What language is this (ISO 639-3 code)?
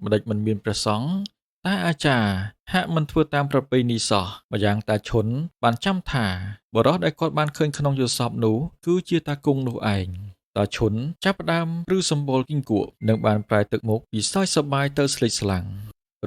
khm